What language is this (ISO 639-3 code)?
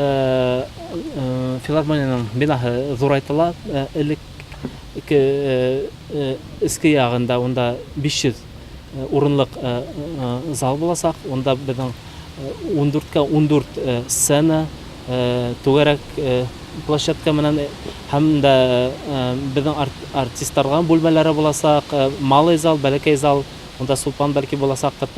bak